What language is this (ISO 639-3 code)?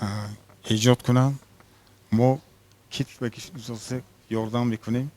tgk